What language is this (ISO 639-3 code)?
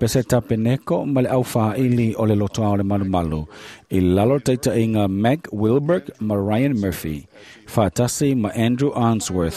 smo